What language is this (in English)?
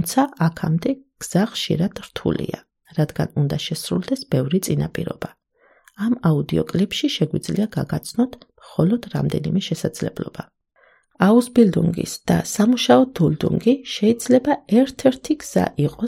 Georgian